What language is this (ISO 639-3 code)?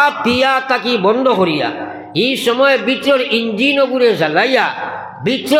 syl